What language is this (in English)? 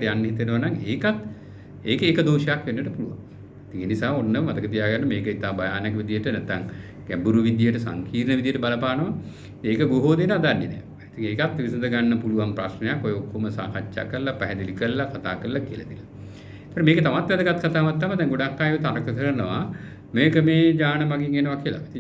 Sinhala